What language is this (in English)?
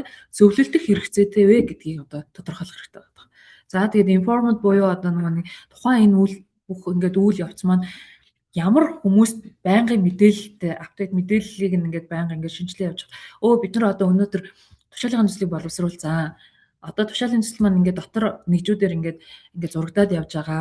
Mongolian